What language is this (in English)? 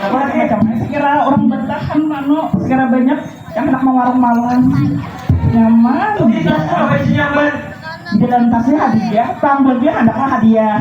Banjar